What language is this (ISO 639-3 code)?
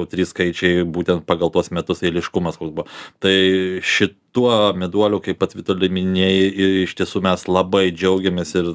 lit